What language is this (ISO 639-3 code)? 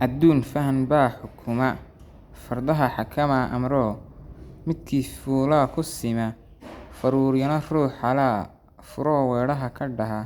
som